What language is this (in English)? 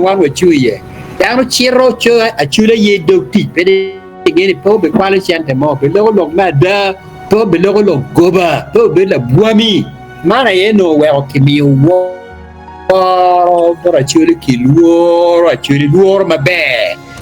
Acoli